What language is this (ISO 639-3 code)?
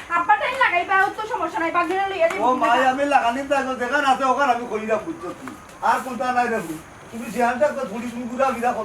syl